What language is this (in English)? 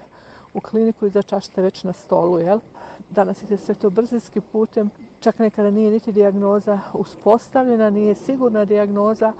Croatian